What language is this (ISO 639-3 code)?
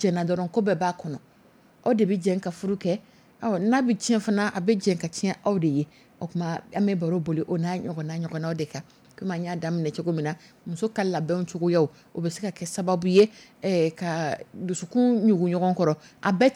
dyu